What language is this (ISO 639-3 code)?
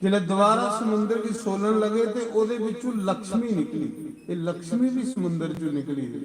doi